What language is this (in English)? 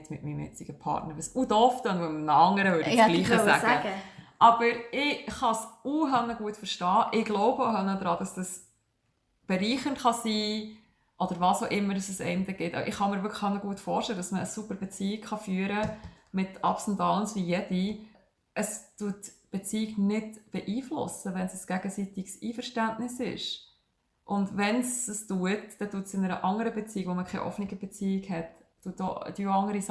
Swiss German